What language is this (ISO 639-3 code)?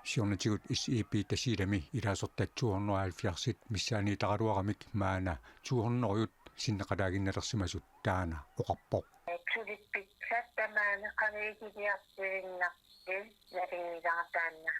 kal